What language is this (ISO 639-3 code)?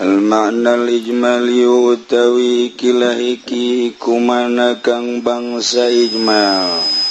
sun